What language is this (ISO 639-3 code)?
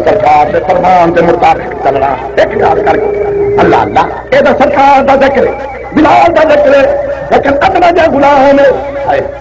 skr